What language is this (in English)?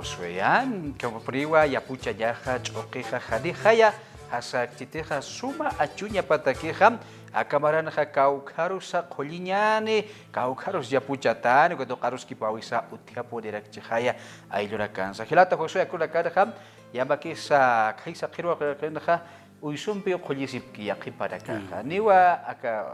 Aymara